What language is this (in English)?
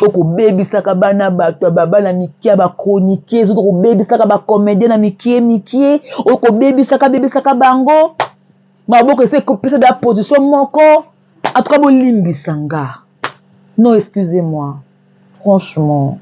Lingala